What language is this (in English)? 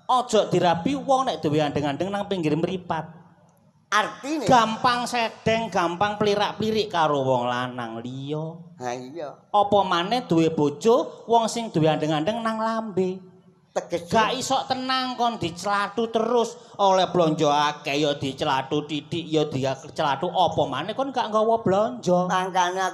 Javanese